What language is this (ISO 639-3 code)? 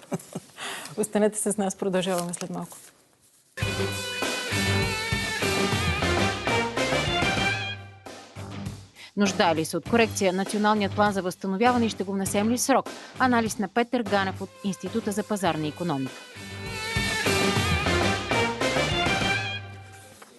bul